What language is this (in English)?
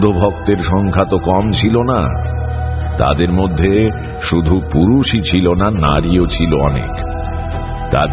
Bangla